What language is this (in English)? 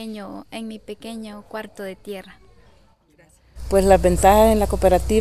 Spanish